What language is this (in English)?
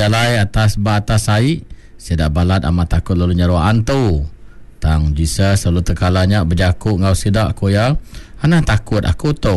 Iban